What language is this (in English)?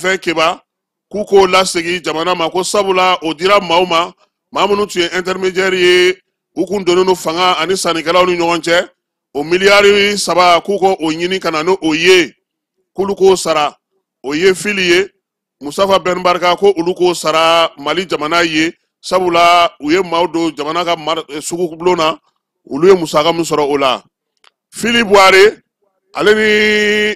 Bambara